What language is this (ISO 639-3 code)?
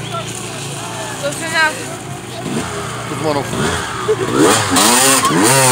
bul